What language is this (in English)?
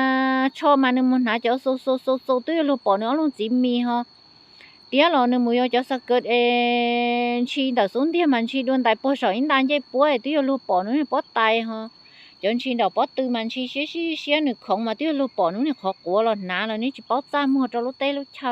Hmong